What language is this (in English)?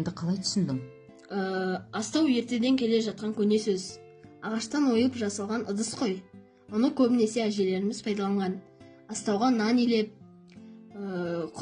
Kazakh